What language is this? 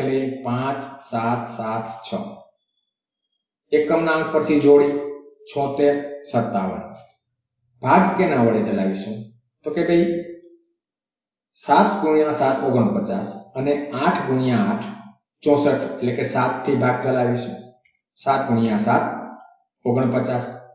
Gujarati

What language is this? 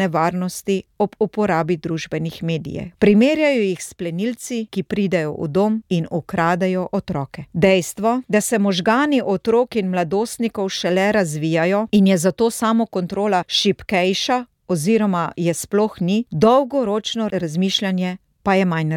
Slovenian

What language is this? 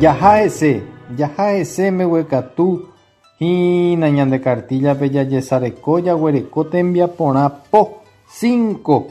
Guarani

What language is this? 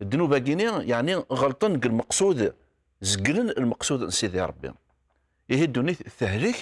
Kabyle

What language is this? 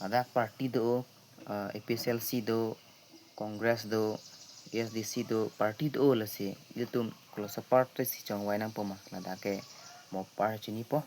Karbi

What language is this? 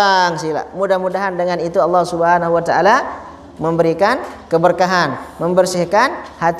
Sasak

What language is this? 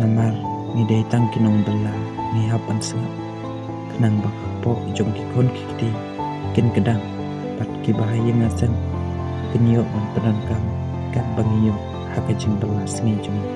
Khasi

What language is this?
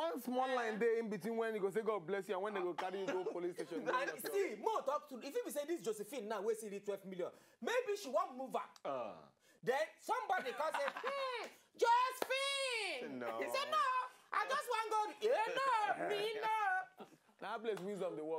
Nigerian Pidgin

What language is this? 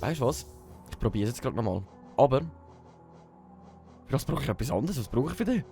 Swiss German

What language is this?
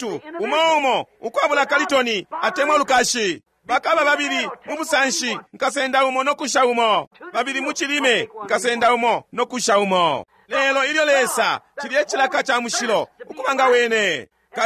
Bemba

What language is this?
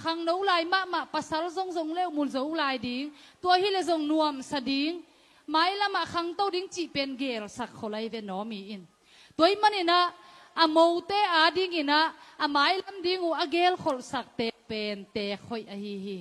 Tedim Chin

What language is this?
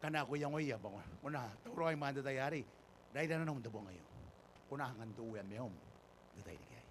Gilbertese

